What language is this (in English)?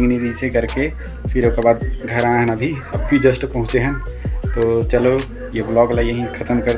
Chhattisgarhi